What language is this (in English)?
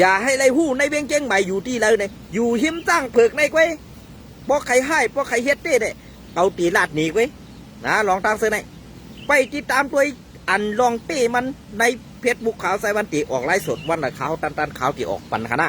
Shan